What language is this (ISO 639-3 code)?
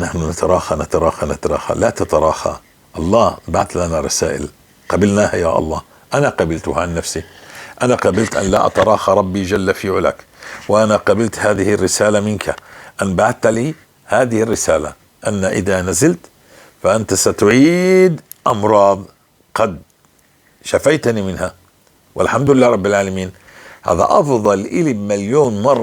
apc